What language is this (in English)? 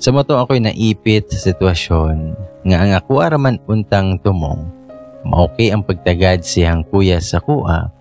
Cebuano